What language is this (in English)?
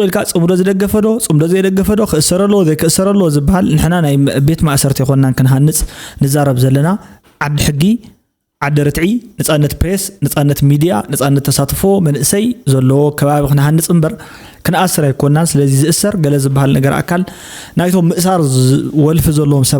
Tigrinya